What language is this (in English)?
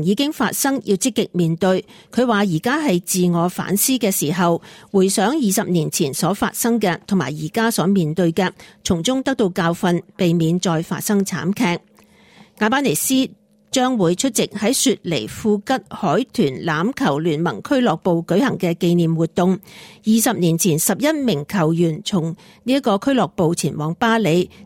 Cantonese